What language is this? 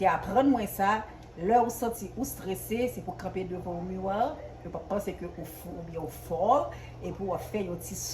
Haitian Creole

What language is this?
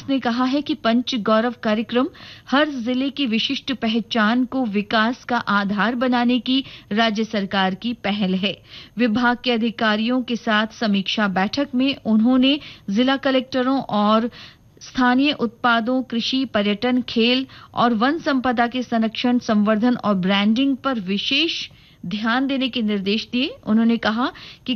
Hindi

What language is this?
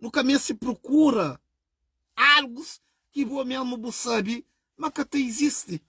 Kabuverdianu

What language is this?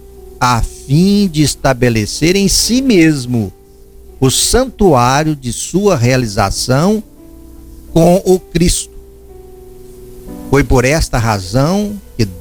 Portuguese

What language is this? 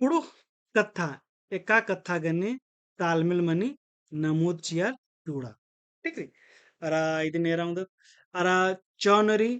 Kurukh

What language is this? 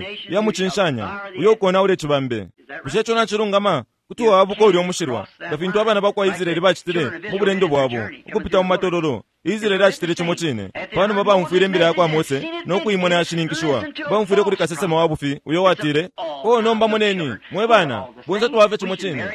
Bemba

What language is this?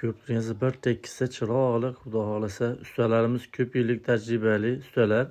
Uzbek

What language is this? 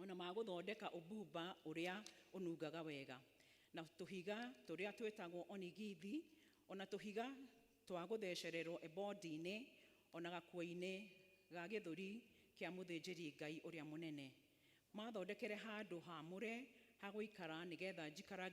Kikuyu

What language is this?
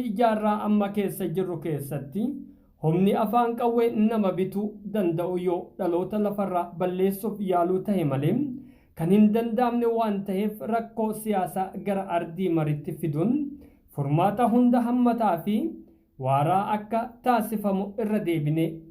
Oromo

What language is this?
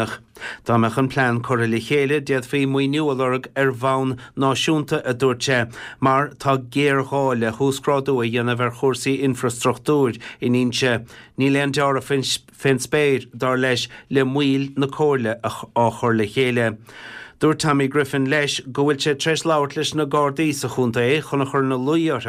Irish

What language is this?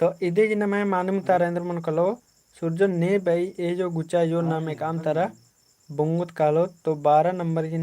Kurukh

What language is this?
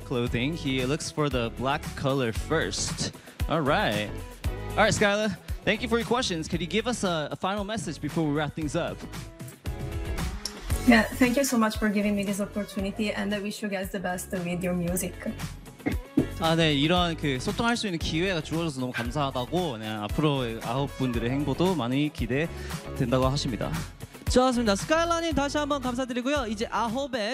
Korean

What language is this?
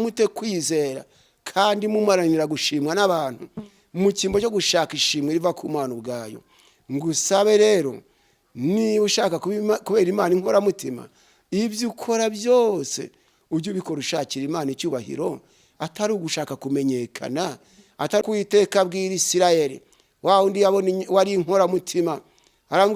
Kinyarwanda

